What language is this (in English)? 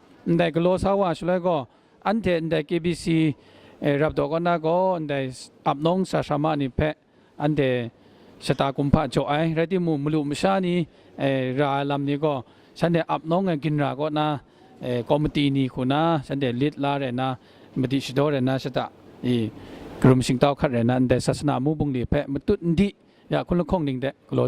Kachin